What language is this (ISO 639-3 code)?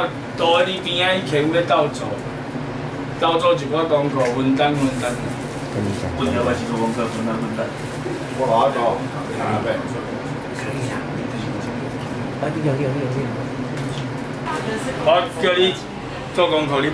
nan